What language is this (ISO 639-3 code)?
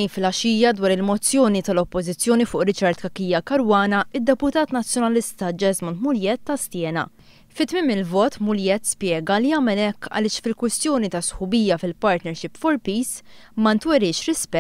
mlt